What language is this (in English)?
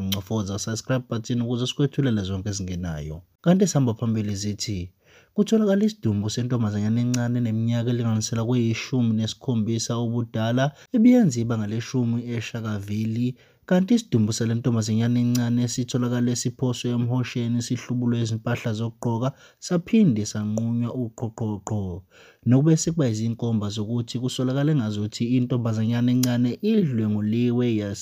Zulu